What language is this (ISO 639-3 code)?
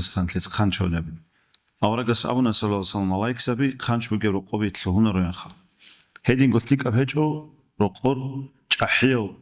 ava